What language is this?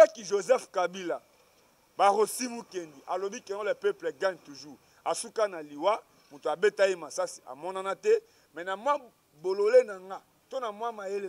Lingala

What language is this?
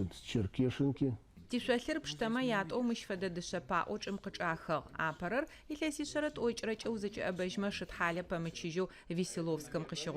Adyghe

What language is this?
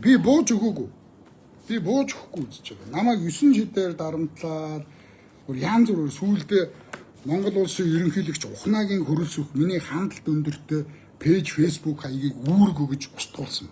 Mongolian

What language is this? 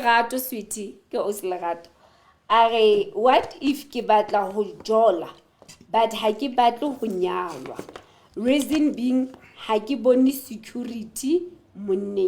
Southern Sotho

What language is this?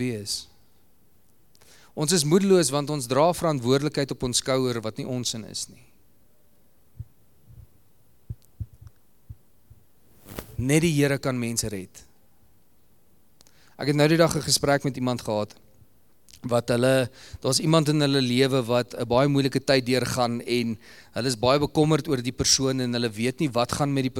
Afrikaans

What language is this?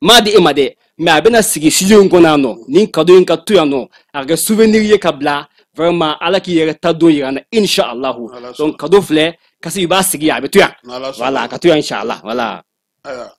Bambara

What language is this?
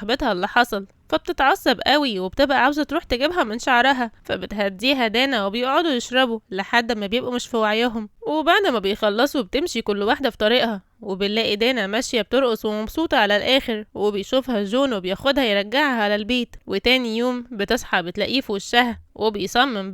Egyptian Arabic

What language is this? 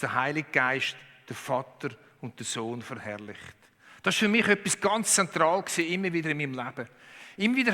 Swiss German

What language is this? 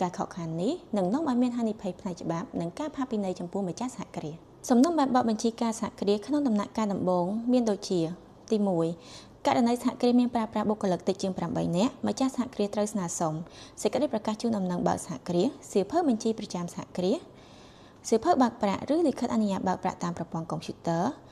Khmer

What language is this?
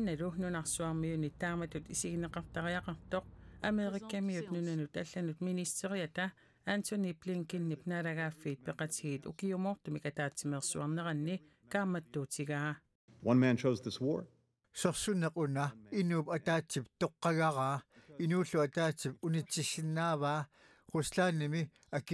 Kalaallisut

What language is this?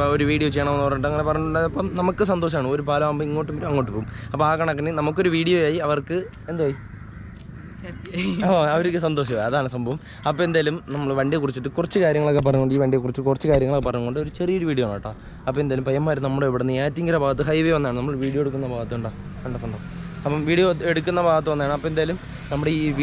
Malayalam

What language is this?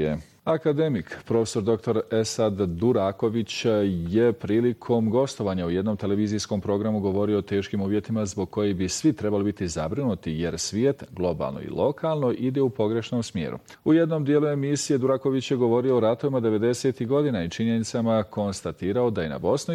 Bosnian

